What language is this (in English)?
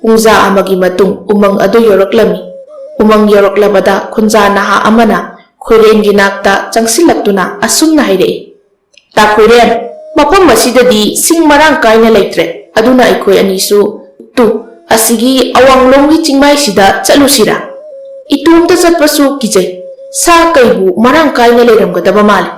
Manipuri